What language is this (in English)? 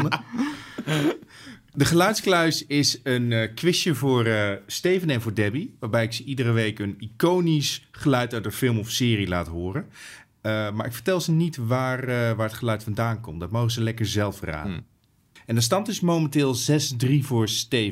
Dutch